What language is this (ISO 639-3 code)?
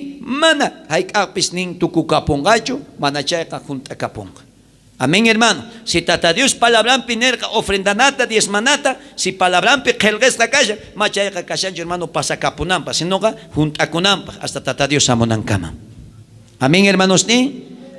quh